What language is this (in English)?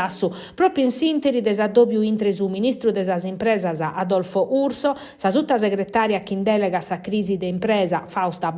Sardinian